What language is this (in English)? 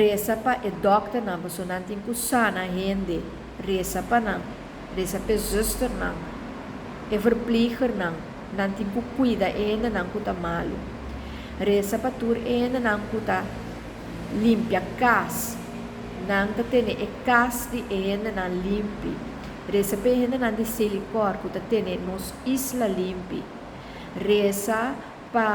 Papiamento